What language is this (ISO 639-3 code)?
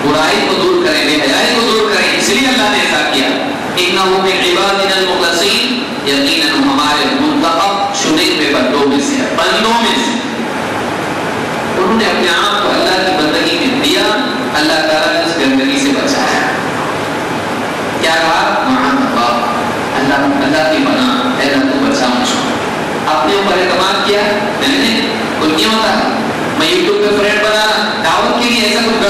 urd